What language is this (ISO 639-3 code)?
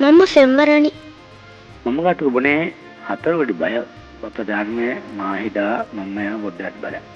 div